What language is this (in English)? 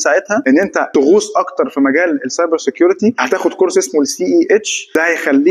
Egyptian Arabic